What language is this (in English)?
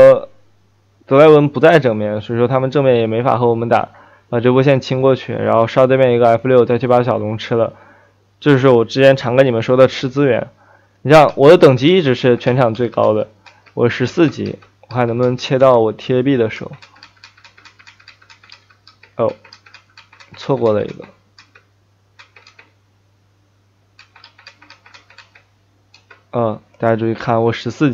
Chinese